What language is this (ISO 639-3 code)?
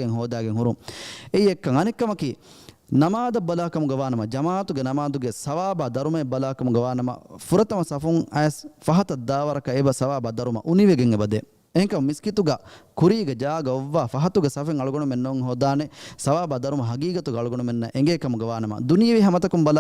div